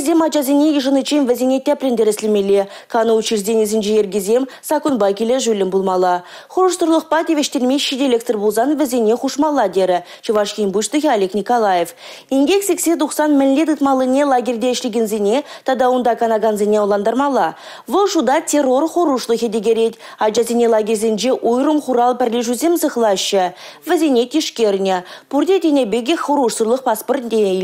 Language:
Chuvash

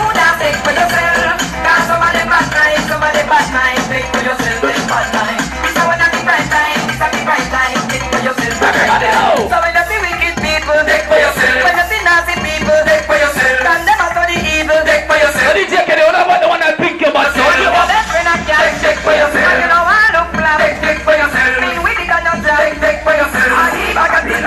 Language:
Jamaican Creole English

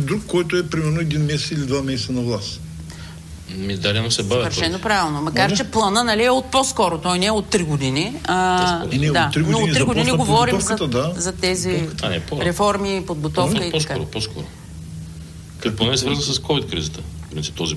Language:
Bulgarian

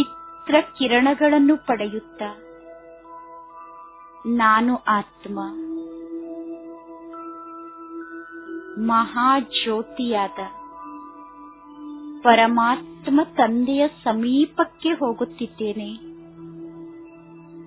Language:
Kannada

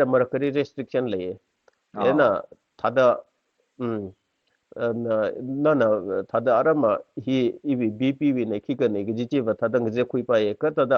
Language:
Tangkhul Naga (India)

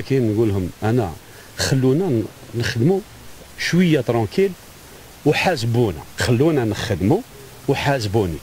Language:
Algerian Arabic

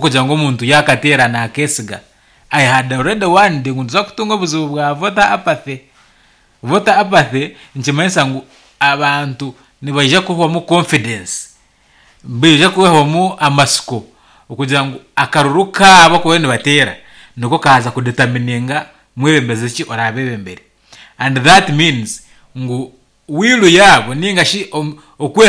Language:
Nyankole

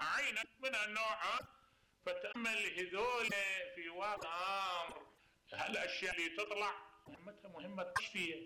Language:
Mesopotamian Arabic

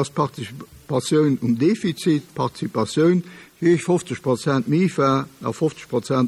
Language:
Luxembourgish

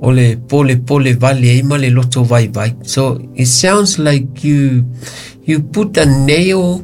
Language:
Samoan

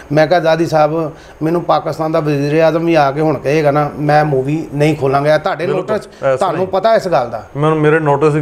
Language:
Punjabi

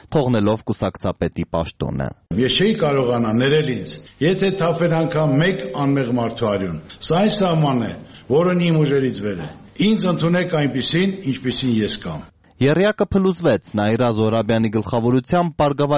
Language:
Armenian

